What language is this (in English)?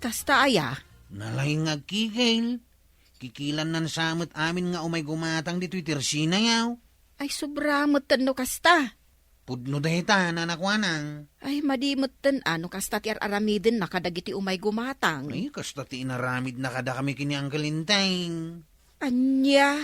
Iloko